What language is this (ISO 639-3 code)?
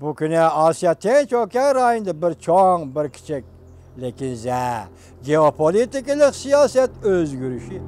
uig